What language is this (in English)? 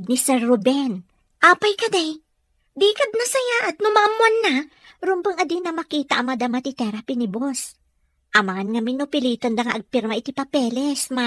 Iloko